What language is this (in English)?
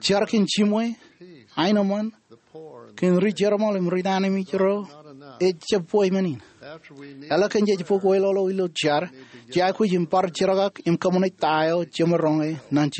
Marshallese